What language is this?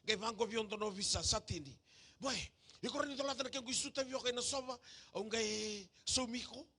Fijian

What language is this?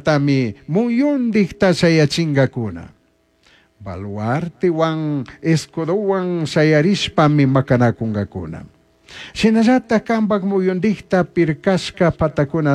Chimborazo Highland Quichua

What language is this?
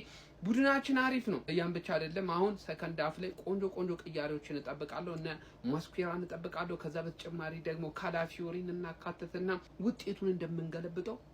Amharic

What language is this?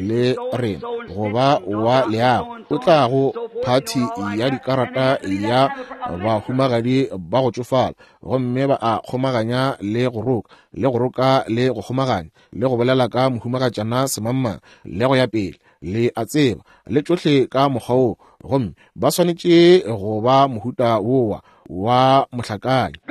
Northern Sotho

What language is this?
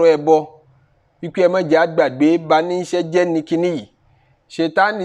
Yoruba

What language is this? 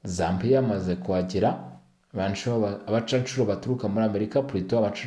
Kinyarwanda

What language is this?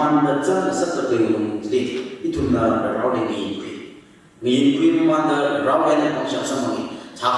Tangkhul Naga (India)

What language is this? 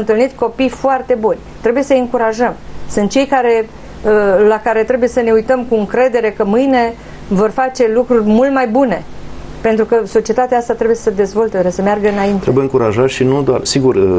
Romanian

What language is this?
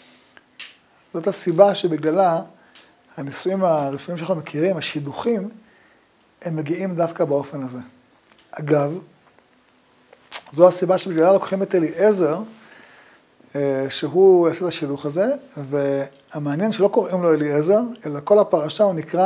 Hebrew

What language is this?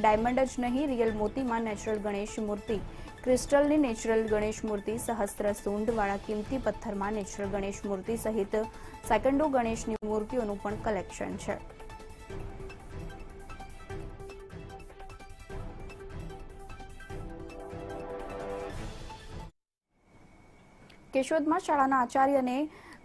Gujarati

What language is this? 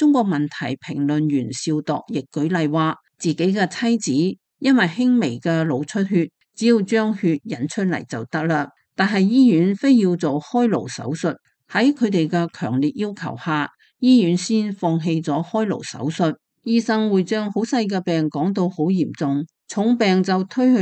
Cantonese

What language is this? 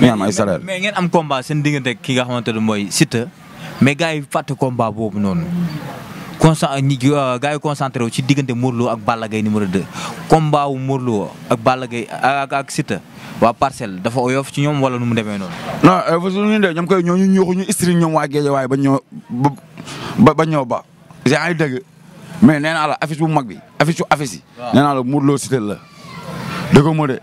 Wolof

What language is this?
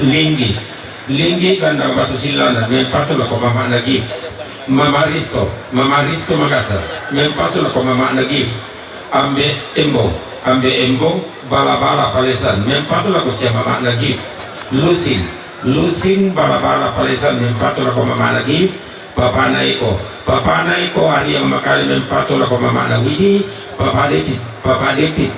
Toraja-Sa'dan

